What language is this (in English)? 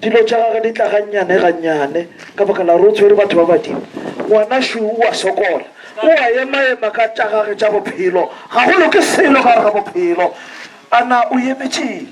Northern Sotho